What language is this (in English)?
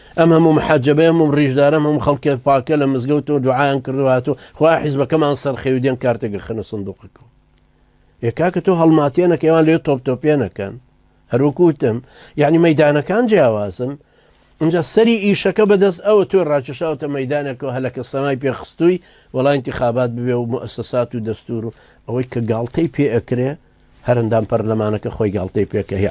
Central Kurdish